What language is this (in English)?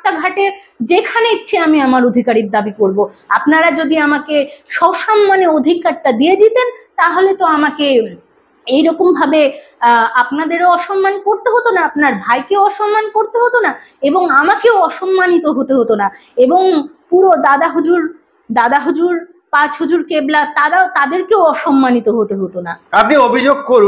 Bangla